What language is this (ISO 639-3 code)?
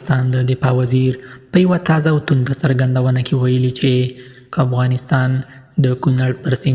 pus